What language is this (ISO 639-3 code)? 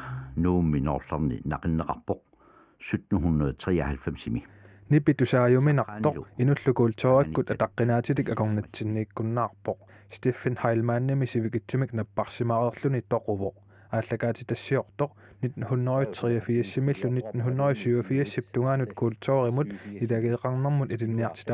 kal